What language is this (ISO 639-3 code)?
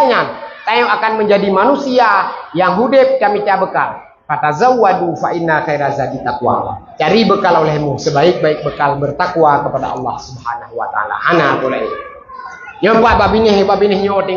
ace